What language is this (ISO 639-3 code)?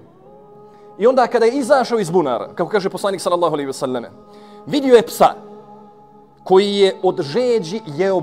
bos